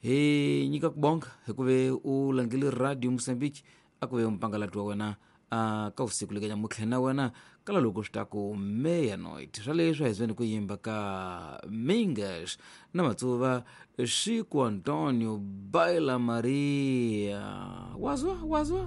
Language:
Tsonga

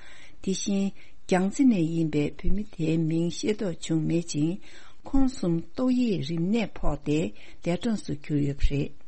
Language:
Tibetan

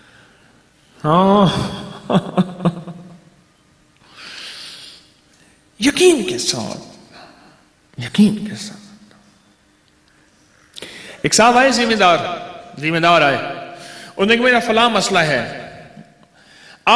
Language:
Urdu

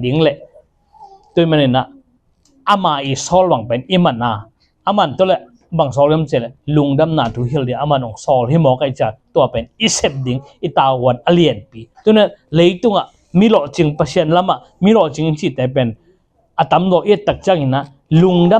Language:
Tedim Chin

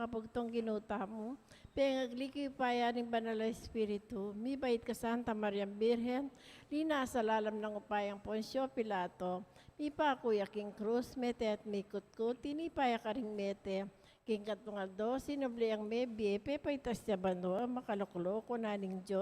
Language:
Pampanga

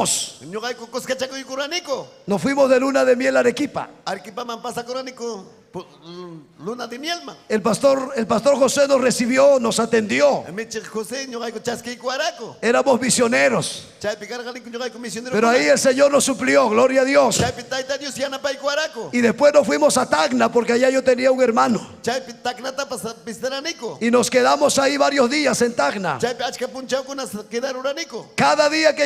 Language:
Ayacucho Quechua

